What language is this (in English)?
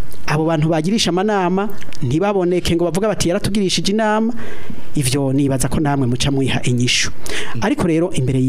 Rundi